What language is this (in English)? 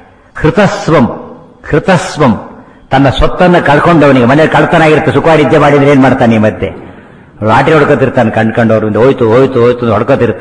Kannada